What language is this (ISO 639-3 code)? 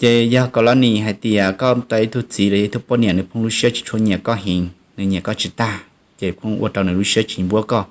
hmn